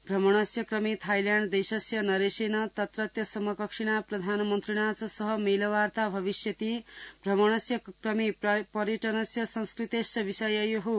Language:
Sanskrit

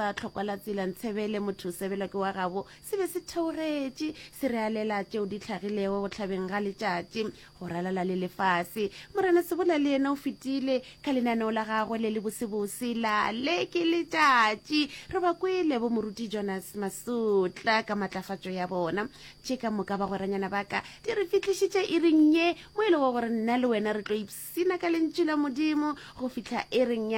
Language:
Northern Sotho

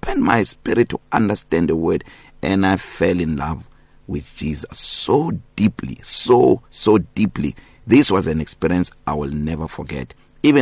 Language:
English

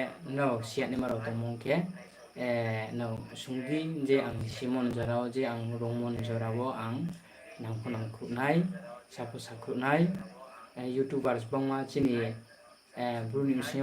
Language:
Riang (India)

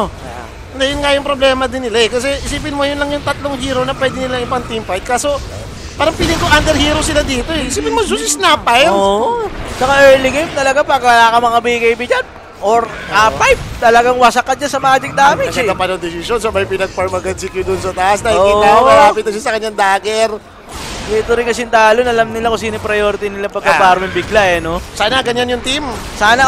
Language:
Filipino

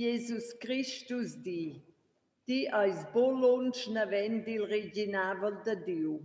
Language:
Romansh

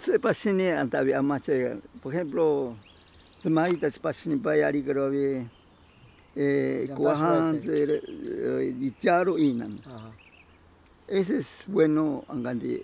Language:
Ashéninka Perené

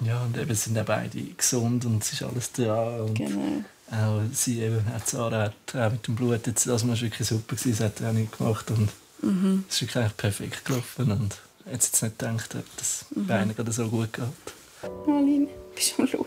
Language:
Swiss German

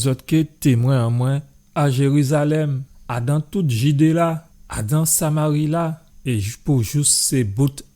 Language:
Guadeloupean Creole French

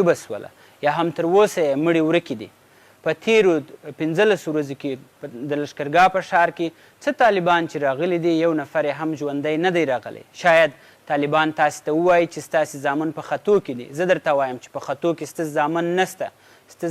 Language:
Pashto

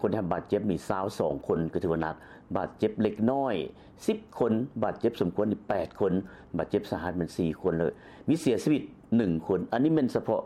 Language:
Lao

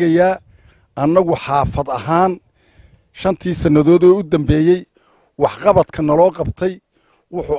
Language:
Somali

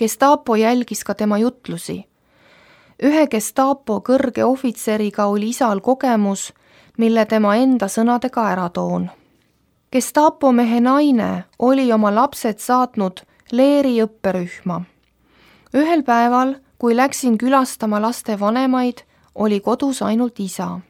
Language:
Estonian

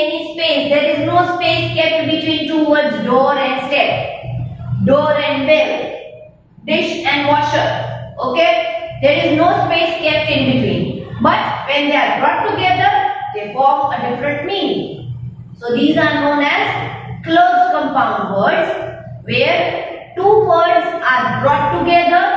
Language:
English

